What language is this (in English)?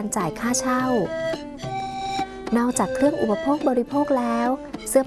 Thai